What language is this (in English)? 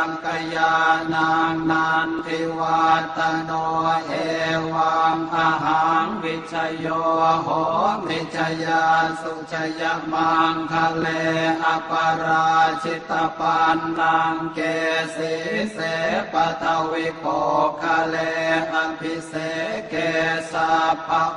Pali